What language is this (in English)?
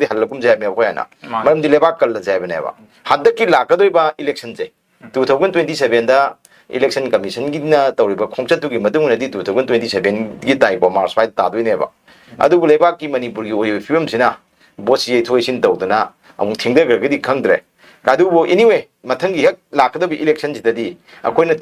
Manipuri